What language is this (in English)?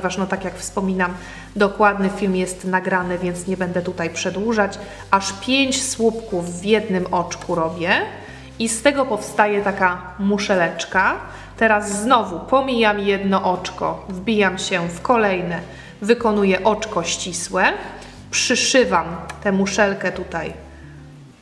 Polish